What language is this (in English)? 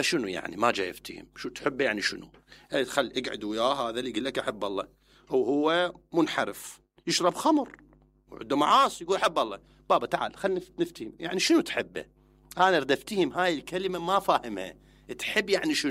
Mesopotamian Arabic